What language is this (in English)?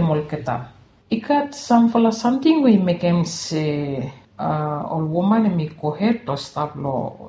Bislama